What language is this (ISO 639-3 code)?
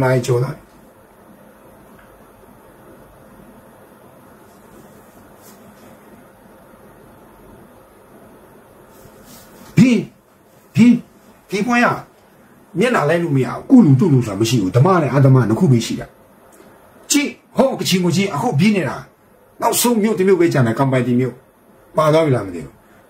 mya